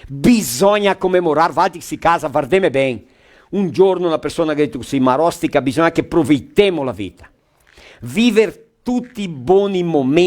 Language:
Venetian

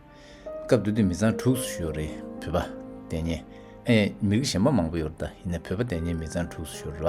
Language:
Tibetan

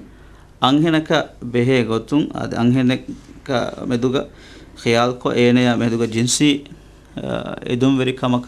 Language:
Divehi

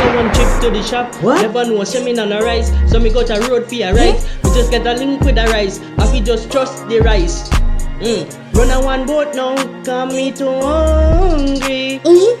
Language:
Jamaican Creole English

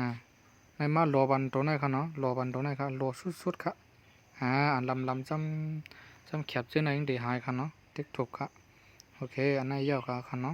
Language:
Shan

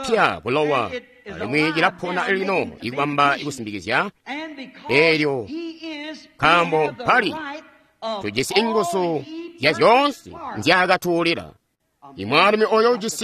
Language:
Tonga (Zambia)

